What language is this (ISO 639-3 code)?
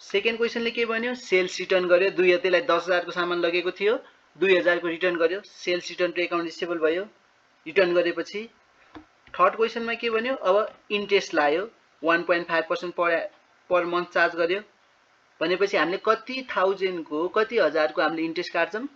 nep